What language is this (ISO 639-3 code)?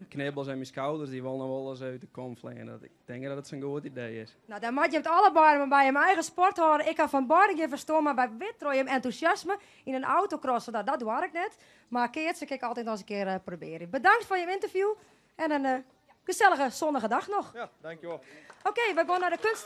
fry